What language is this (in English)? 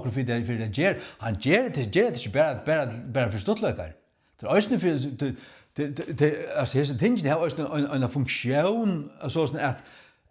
Faroese